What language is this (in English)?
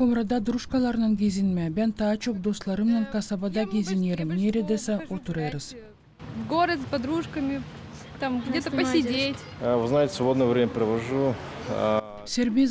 Gagauz